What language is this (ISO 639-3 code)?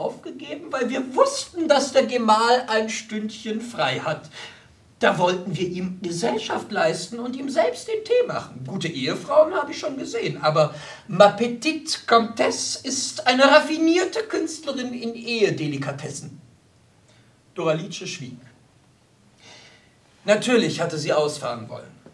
deu